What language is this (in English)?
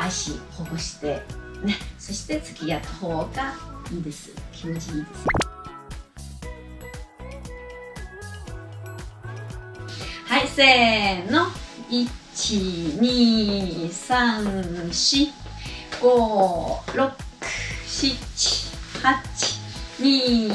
Japanese